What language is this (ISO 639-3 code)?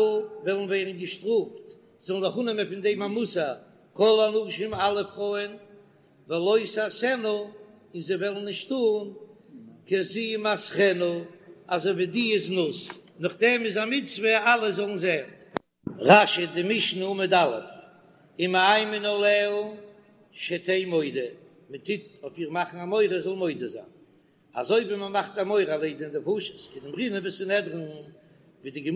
yid